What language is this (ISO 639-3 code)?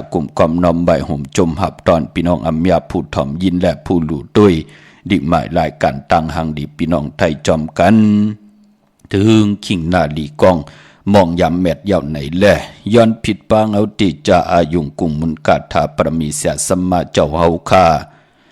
shn